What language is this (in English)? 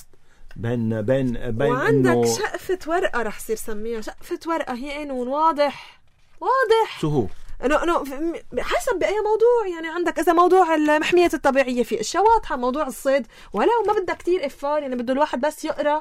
North Levantine Arabic